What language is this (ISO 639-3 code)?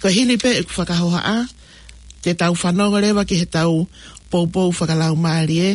ton